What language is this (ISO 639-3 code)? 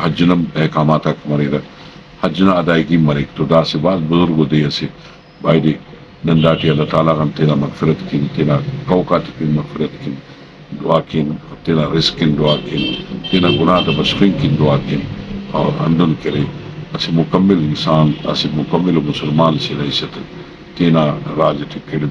brh